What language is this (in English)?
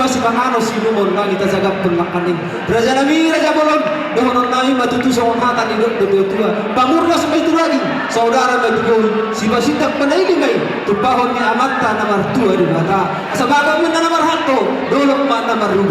Batak Toba